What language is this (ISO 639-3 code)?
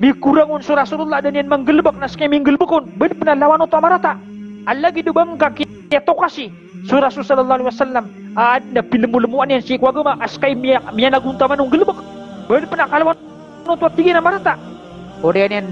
mrw